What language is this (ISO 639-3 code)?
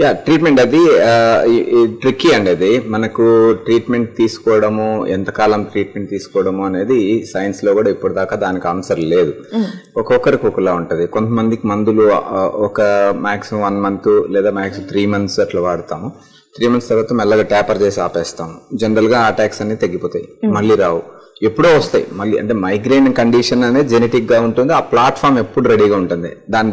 tel